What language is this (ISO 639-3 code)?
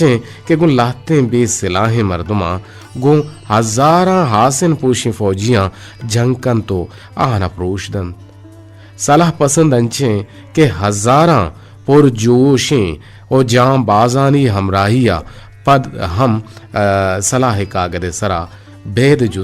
bgp